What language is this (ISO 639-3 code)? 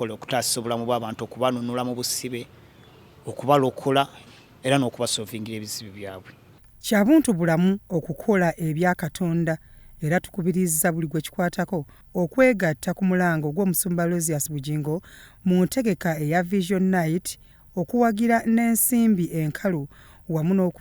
lug